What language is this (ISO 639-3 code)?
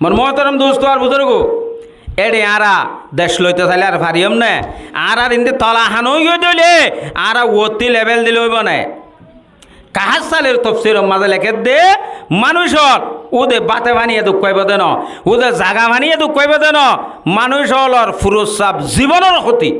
rhg